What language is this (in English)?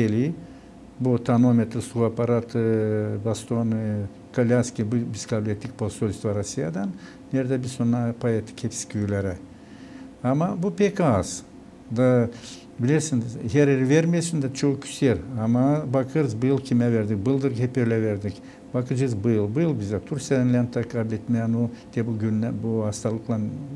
Gagauz